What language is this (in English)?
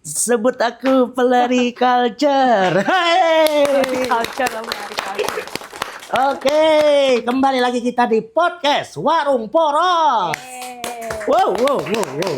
Banjar